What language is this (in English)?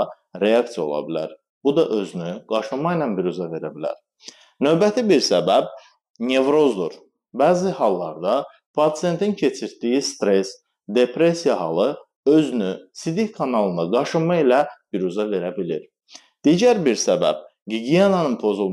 Azerbaijani